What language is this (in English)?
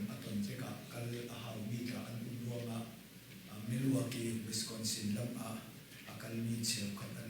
Hakha Chin